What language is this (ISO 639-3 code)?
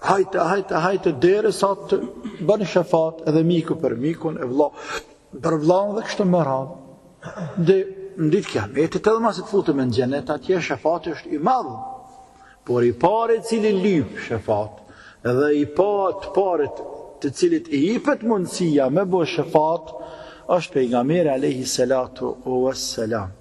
sqi